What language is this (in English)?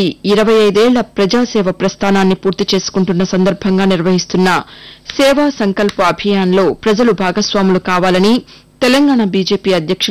Telugu